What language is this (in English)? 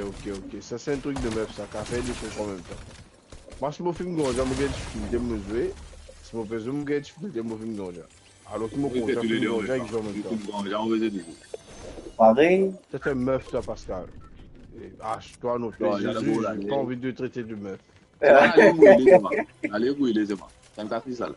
Morisyen